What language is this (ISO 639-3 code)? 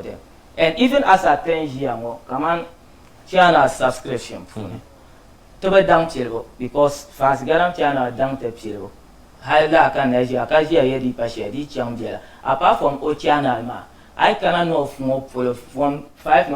dag